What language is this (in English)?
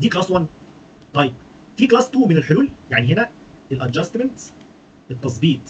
Egyptian Arabic